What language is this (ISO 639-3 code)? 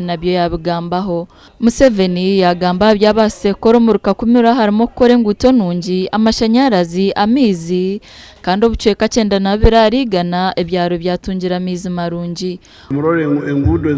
nyn